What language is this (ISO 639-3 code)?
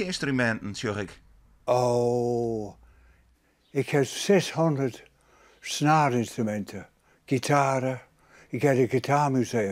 fry